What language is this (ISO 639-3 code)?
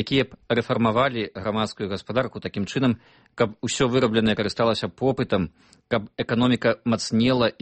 bel